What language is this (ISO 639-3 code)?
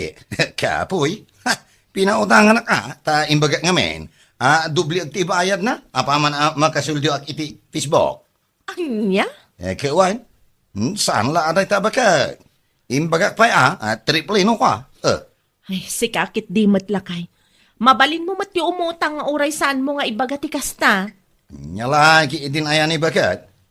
ilo